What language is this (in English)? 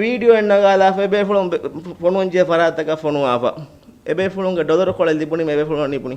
Divehi